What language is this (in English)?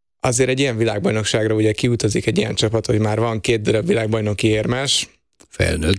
Hungarian